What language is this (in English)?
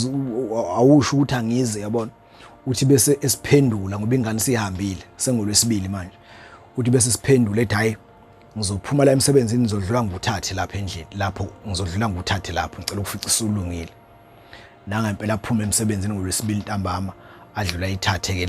Zulu